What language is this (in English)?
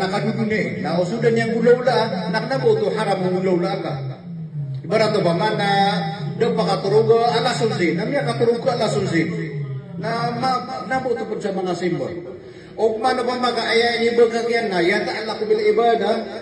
Maranao